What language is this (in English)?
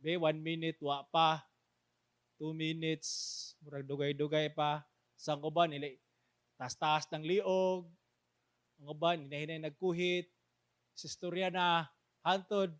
Cebuano